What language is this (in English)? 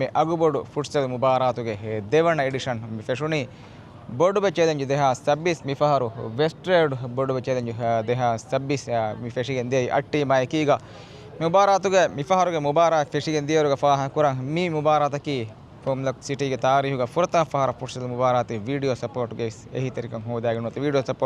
Divehi